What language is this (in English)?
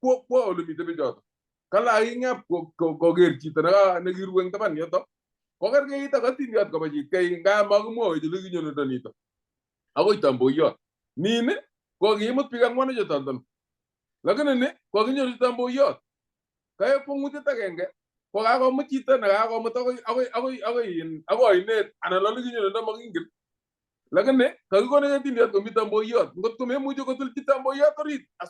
Kalenjin